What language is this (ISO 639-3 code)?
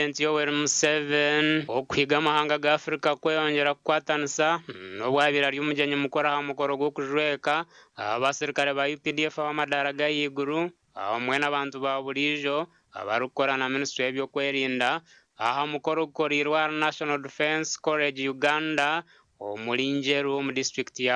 nyn